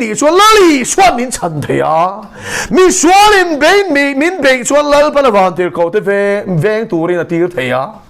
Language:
Mizo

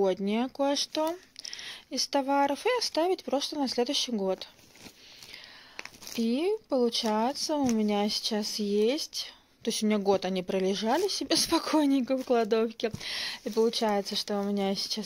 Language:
Russian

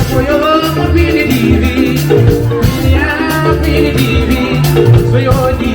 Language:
Fula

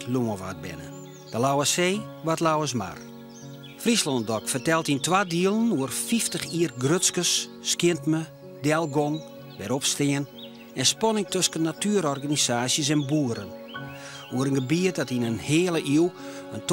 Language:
Western Frisian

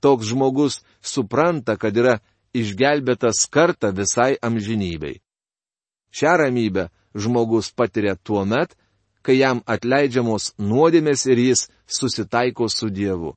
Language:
Lithuanian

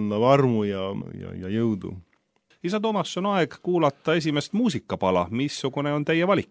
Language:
Estonian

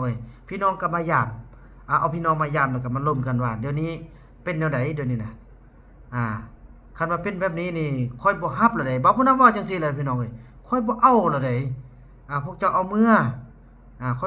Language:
Northeastern Thai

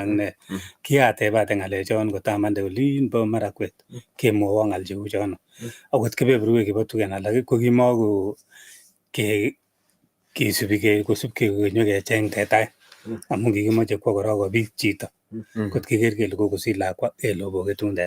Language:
Kalenjin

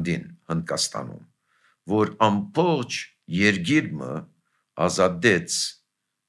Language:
Armenian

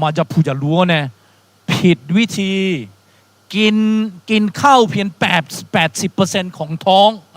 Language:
Akha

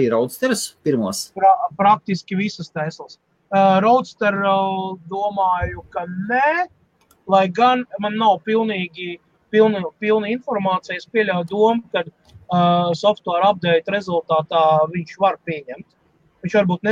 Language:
Latvian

